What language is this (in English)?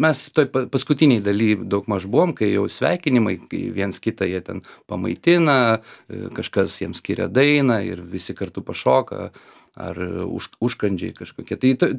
Lithuanian